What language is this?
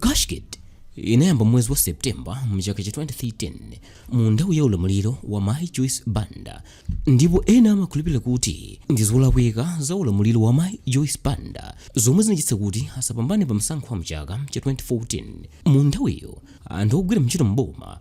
Nyanja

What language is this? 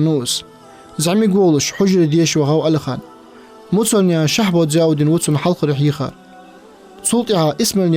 Ingush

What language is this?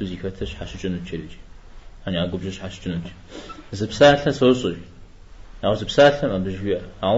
Kabardian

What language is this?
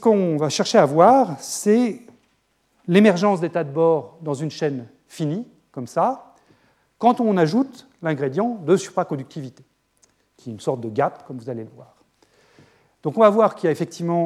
French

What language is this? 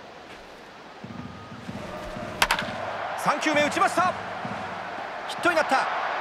Japanese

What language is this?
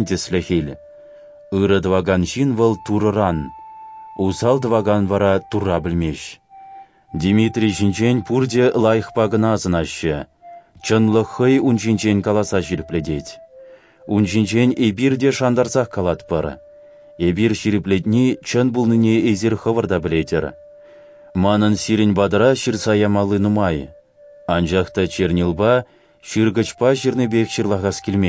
Chuvash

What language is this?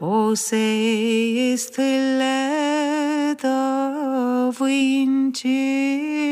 Irish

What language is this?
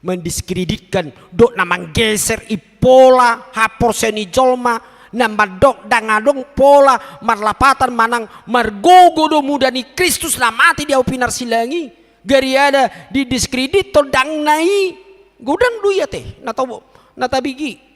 Batak Toba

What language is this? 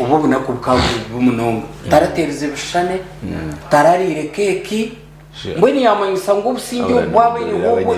Nyankole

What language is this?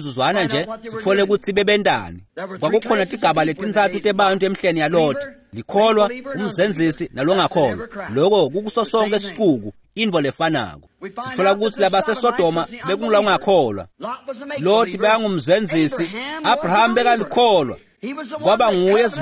Swati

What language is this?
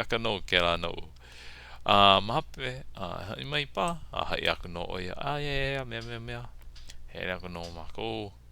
Hawaiian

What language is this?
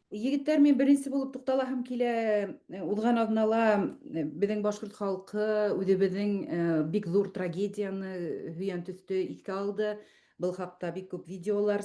Bashkir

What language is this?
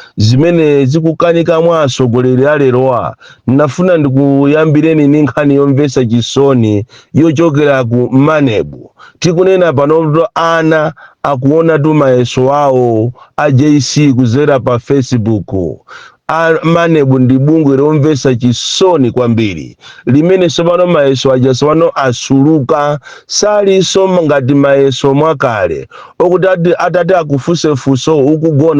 Nyanja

